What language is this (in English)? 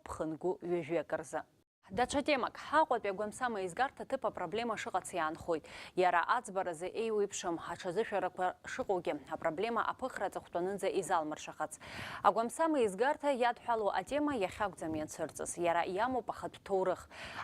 Abkhazian